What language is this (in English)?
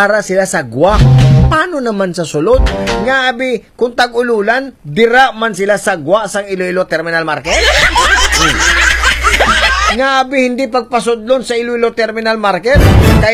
Hiligaynon